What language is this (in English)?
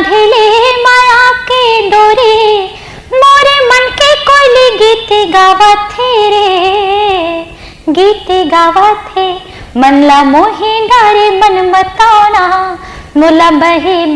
Chhattisgarhi